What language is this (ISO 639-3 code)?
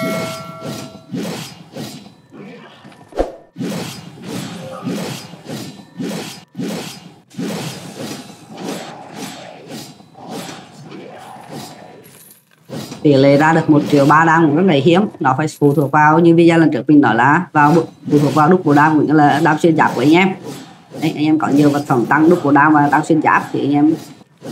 vie